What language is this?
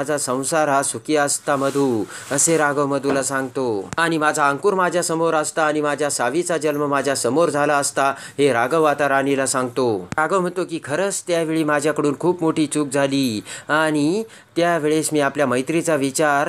Marathi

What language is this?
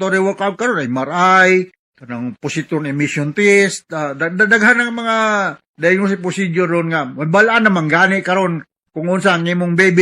Cebuano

